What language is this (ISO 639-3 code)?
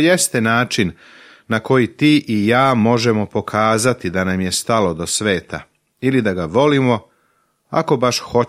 srp